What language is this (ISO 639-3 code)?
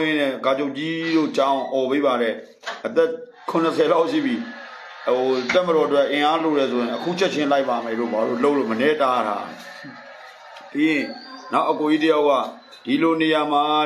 mya